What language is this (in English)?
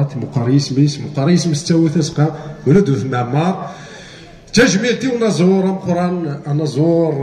Kabyle